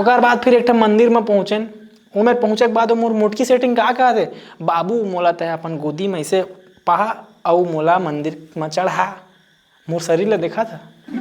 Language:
Chhattisgarhi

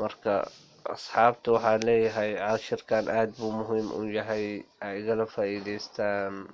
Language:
Somali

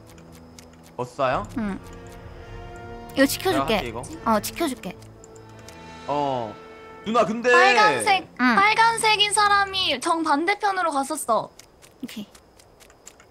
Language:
Korean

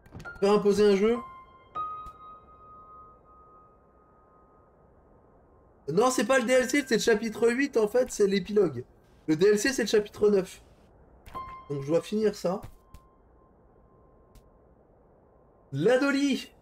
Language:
French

